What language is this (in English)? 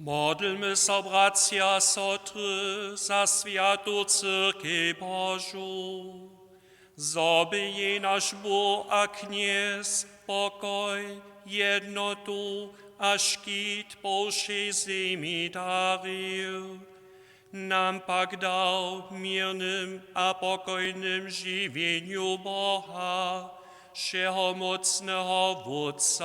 Upper Sorbian